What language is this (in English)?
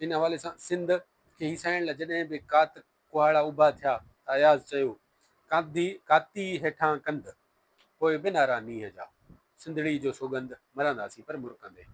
Sindhi